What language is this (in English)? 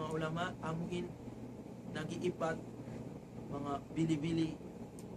Tausug